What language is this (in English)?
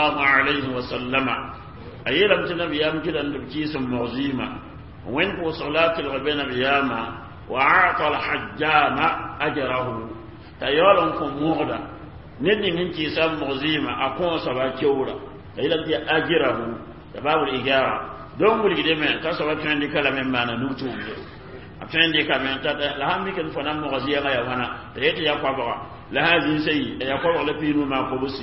Mossi